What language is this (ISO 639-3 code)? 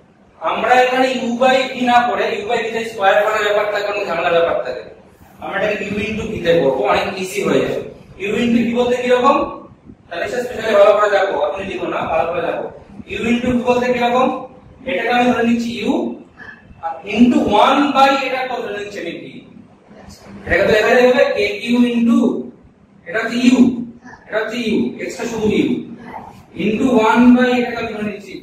ben